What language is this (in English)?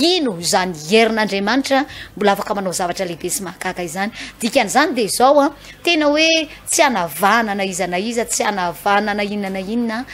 Malagasy